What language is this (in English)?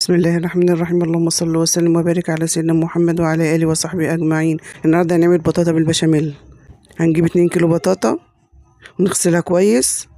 Egyptian Arabic